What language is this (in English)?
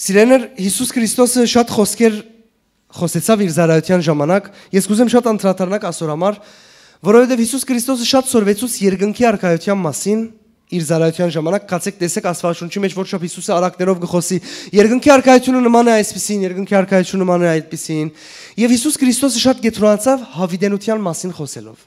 Western Armenian